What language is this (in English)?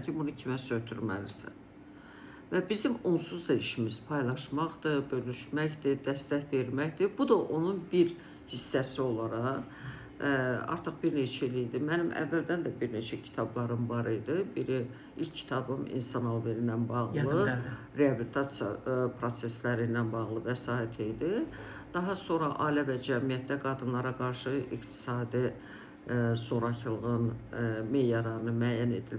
Azerbaijani